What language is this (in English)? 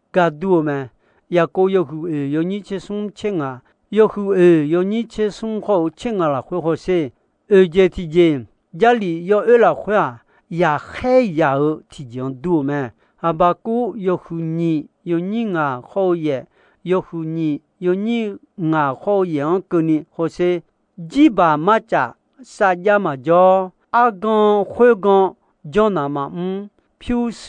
Akha